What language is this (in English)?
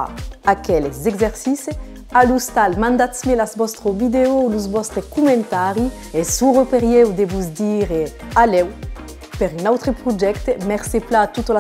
Occitan